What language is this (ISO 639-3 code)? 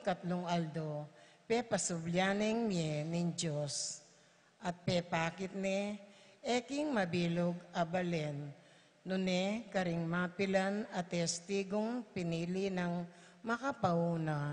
pam